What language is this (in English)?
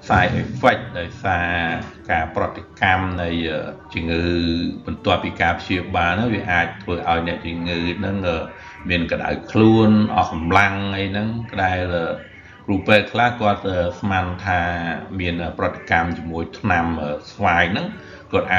Khmer